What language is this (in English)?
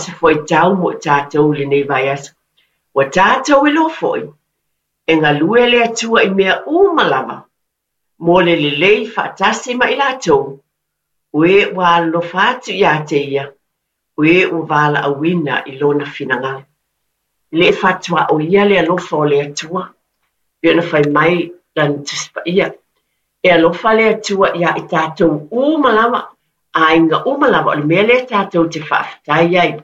Samoan